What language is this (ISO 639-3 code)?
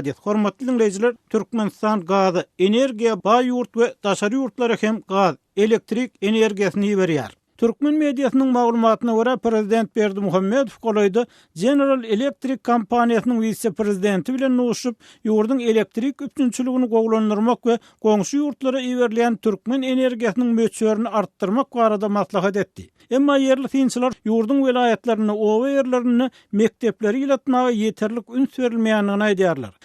tuk